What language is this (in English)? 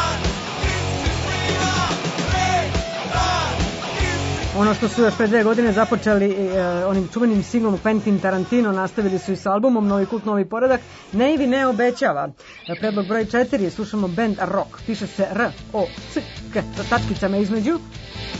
Serbian